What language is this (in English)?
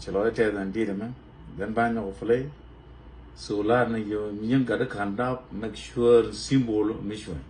Nuer